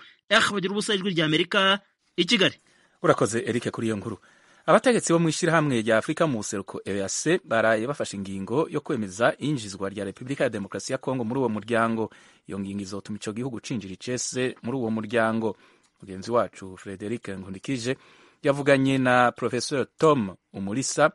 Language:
Kinyarwanda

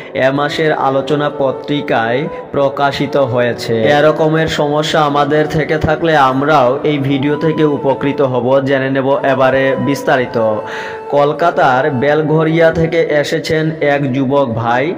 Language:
Bangla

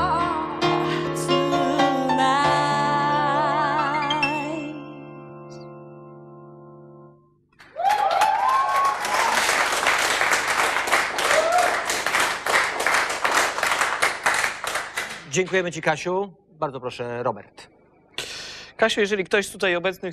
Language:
Polish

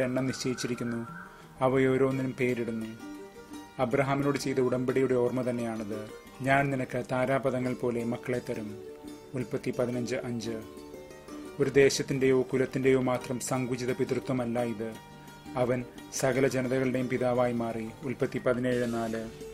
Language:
Malayalam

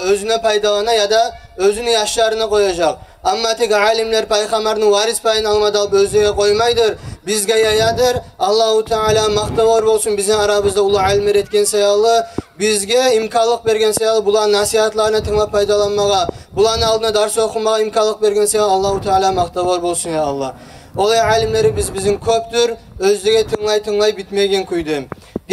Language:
Kumyk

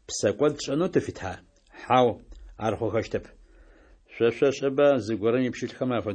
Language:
Adyghe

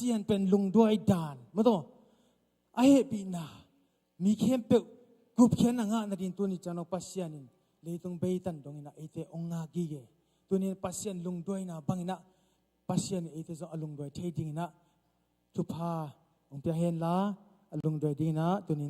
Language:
Tedim Chin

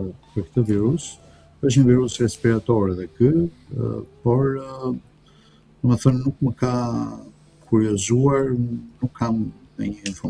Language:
Albanian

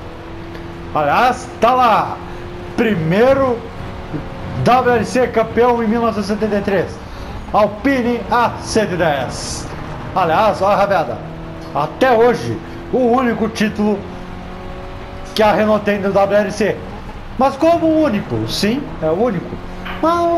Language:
Portuguese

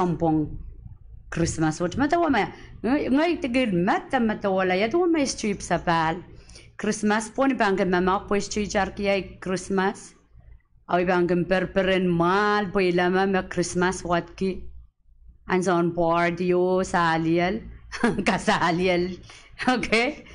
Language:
Pohnpeian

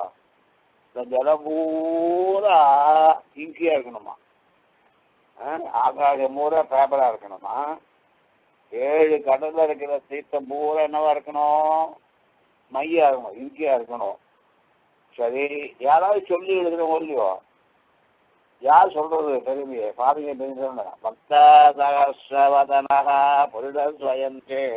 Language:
Tamil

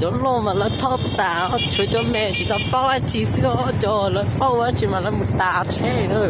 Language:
Hmong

